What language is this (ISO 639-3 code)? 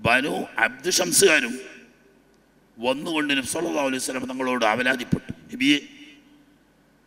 mal